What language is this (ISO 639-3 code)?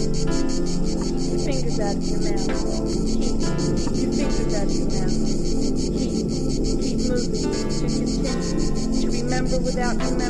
cat